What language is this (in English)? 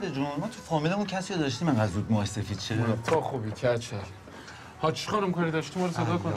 Persian